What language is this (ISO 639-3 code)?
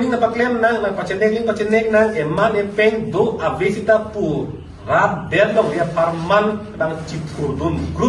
mjw